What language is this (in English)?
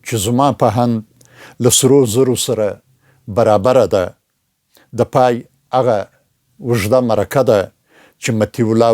Pashto